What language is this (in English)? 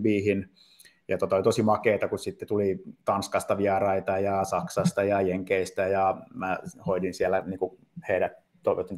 Finnish